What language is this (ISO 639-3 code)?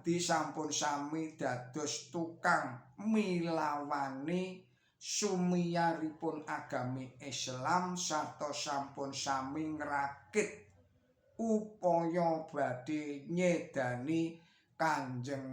jav